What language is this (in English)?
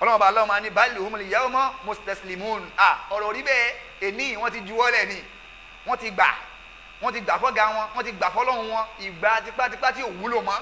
Yoruba